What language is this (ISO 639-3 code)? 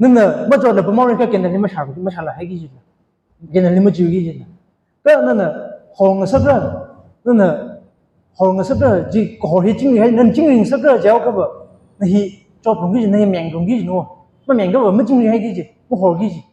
nmf